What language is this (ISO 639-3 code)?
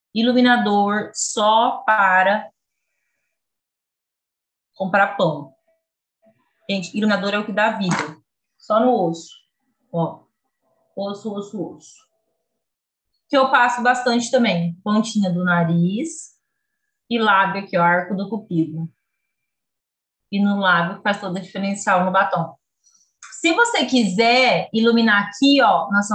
por